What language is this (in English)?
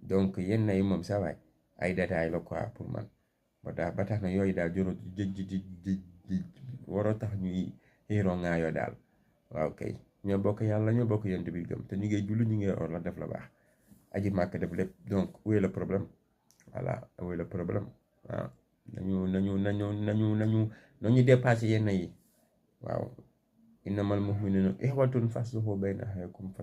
Wolof